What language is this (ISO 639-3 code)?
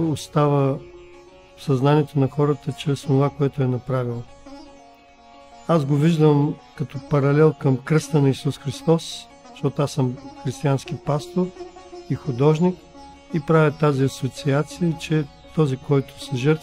bul